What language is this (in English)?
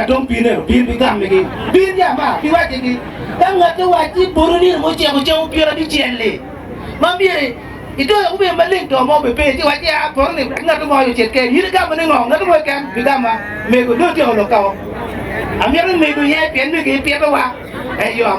Acoli